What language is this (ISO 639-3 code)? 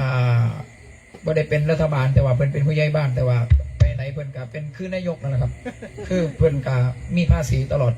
tts